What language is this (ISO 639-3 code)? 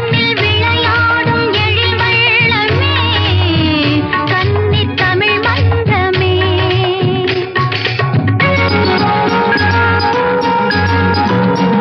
tam